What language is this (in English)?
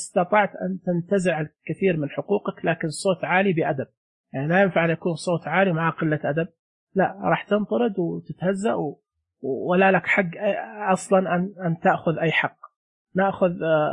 Najdi Arabic